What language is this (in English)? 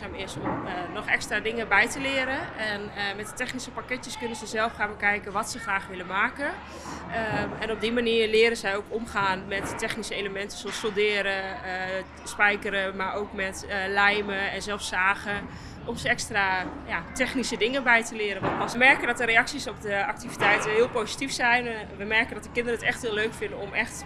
Dutch